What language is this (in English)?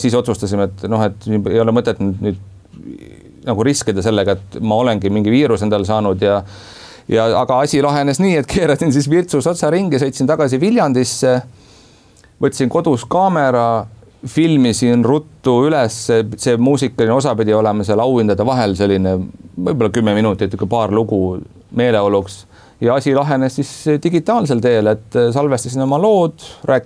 Estonian